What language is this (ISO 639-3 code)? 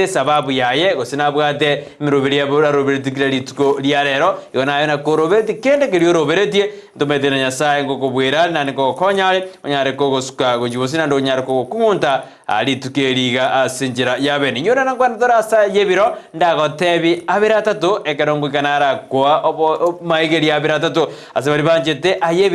guz